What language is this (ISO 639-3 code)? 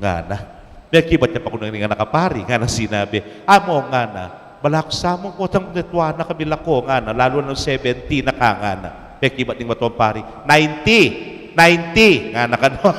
pam